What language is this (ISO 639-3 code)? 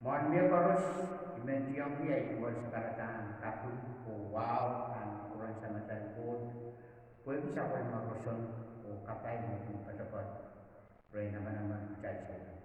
pon